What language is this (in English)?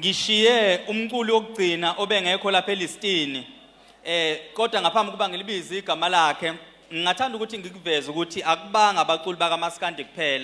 Zulu